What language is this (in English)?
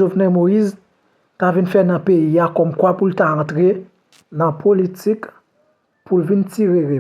Haitian Creole